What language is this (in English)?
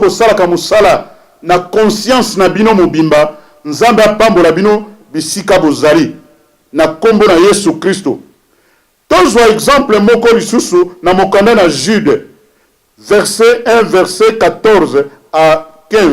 Lingala